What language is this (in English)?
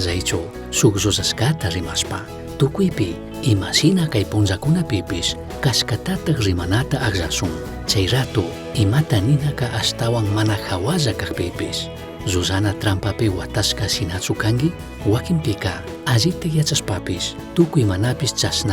Chimborazo Highland Quichua